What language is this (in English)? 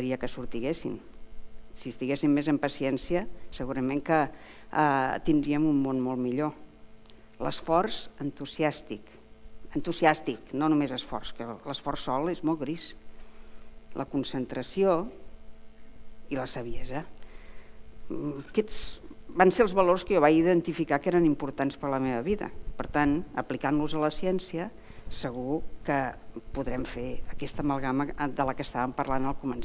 Catalan